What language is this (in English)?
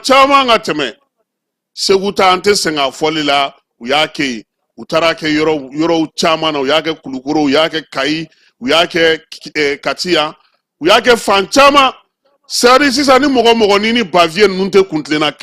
Bambara